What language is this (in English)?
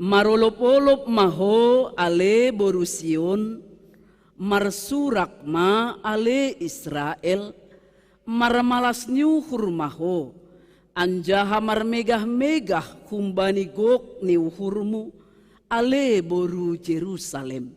Batak Simalungun